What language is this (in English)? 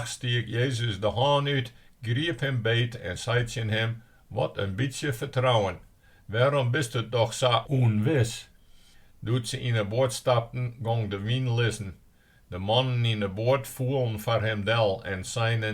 Western Frisian